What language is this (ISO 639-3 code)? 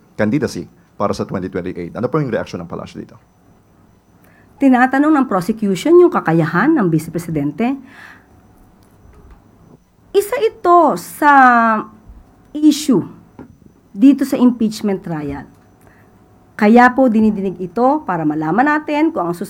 fil